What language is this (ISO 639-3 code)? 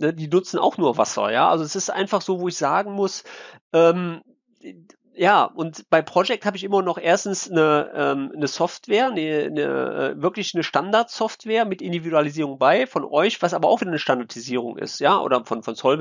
deu